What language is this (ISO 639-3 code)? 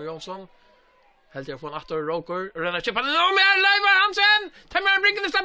fao